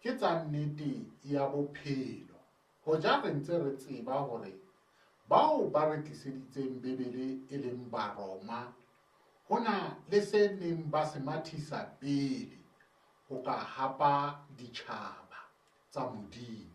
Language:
Southern Sotho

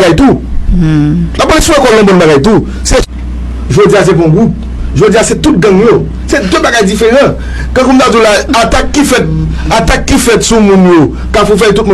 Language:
Haitian Creole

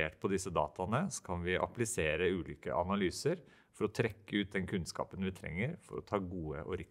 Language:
Norwegian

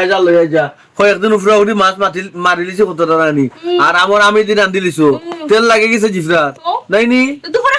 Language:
Sylheti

